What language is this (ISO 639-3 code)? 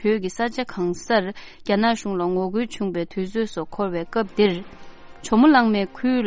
bod